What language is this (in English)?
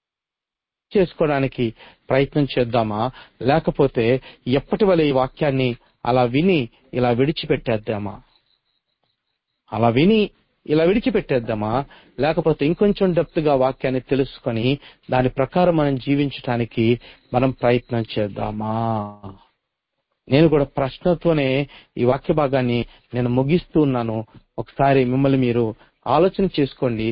Telugu